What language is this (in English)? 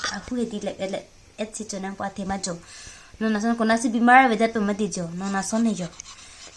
Karbi